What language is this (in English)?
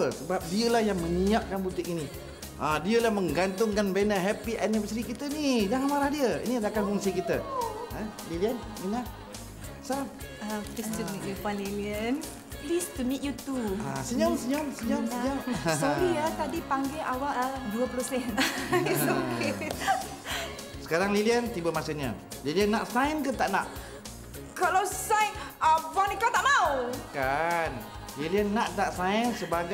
Malay